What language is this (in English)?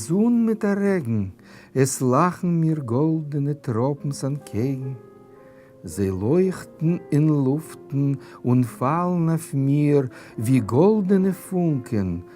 Yiddish